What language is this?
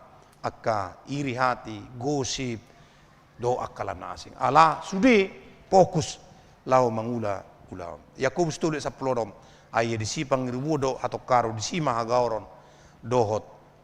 Batak Toba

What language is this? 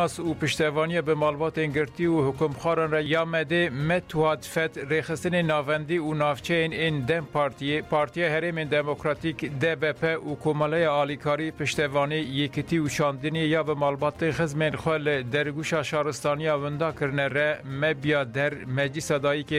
Kurdish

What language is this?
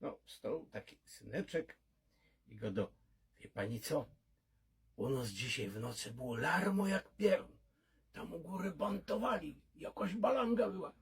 Silesian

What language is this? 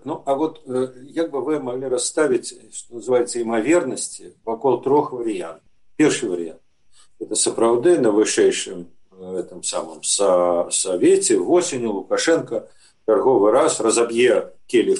Belarusian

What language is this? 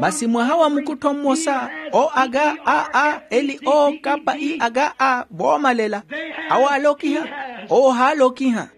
Makhuwa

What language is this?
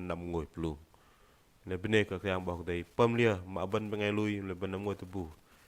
Bahnar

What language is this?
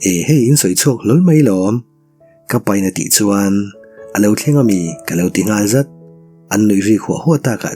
Mizo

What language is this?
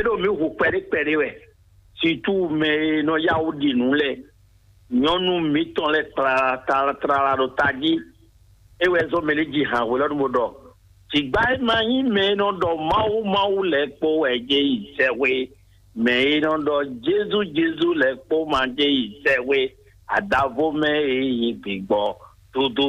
Fon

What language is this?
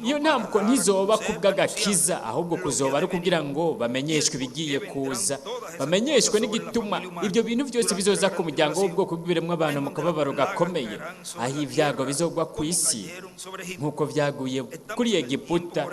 Rundi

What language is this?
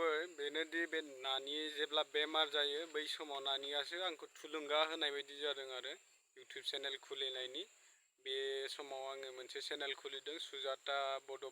Bodo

